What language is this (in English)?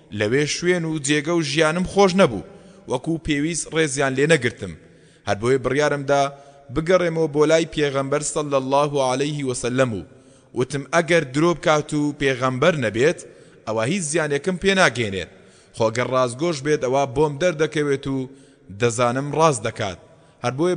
Central Kurdish